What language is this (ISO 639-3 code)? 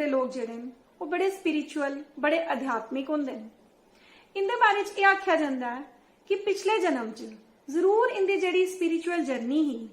doi